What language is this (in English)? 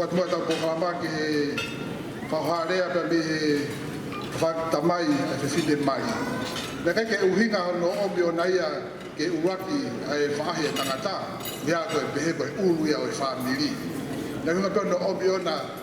Tongan